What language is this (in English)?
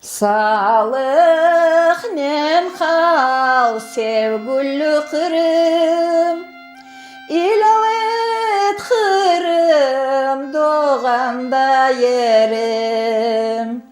Crimean Tatar